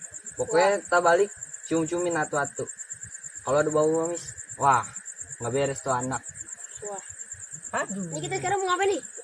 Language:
Betawi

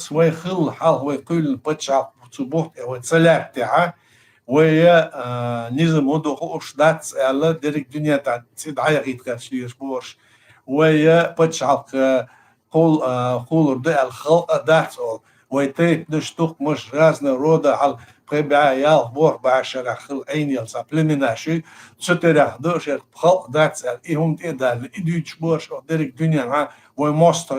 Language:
Chechen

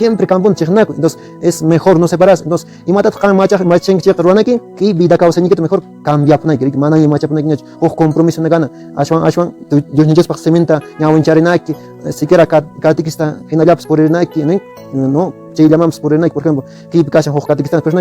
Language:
Quechua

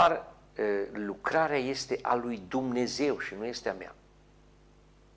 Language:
Romanian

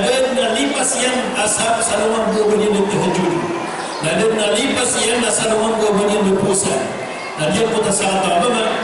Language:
Maranao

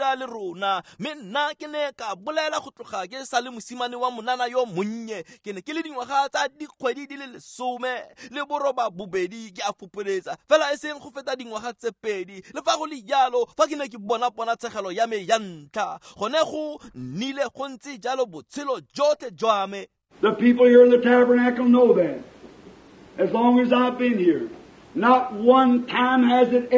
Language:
Tswana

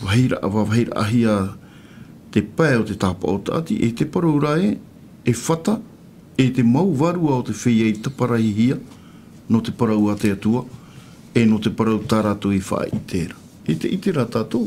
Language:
Tahitian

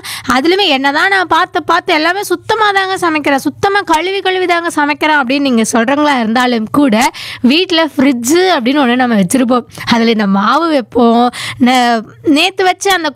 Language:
Tamil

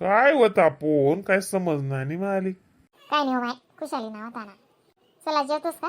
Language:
Khandesi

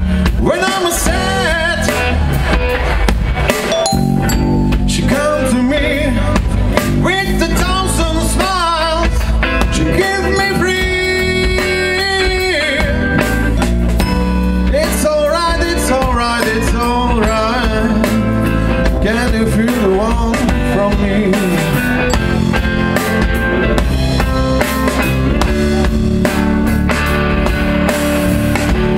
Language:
Slovak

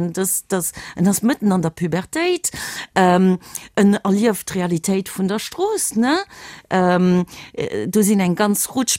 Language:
Luxembourgish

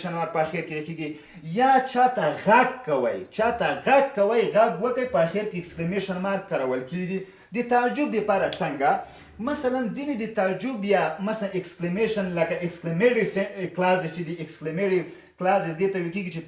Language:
Pashto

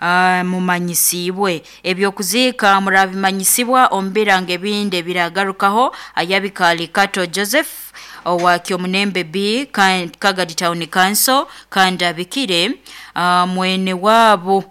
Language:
Nyoro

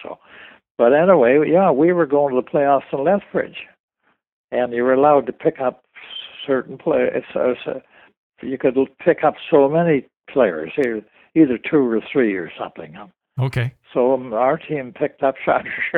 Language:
English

